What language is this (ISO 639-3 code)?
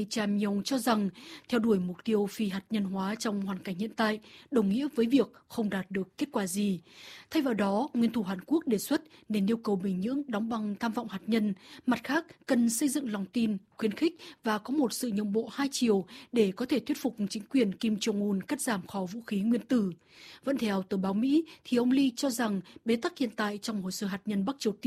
vie